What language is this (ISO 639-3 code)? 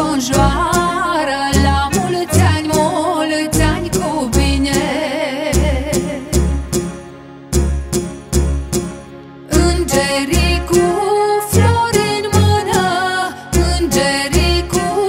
ron